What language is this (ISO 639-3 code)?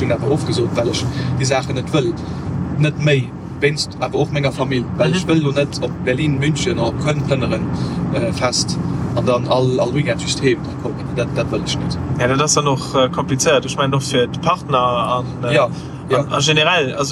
ltz